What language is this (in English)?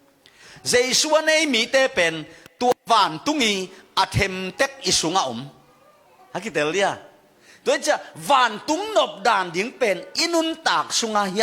Tedim Chin